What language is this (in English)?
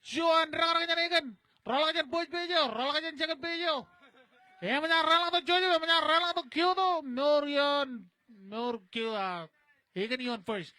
Marshallese